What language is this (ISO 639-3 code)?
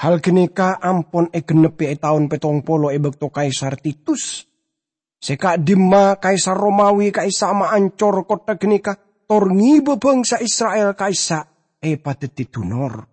mad